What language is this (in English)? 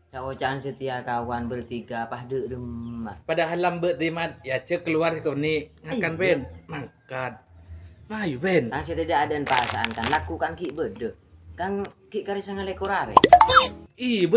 Madurese